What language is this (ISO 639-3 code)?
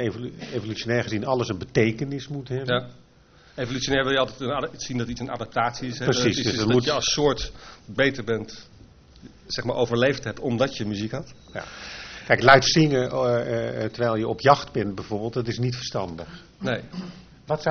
nld